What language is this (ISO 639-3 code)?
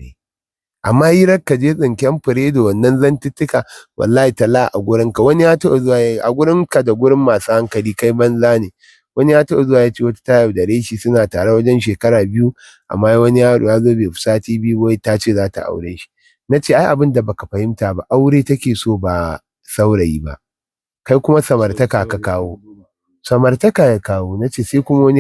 hau